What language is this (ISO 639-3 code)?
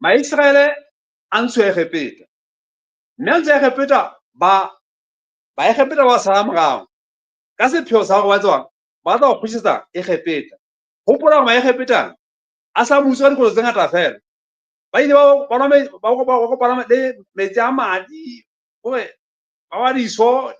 sot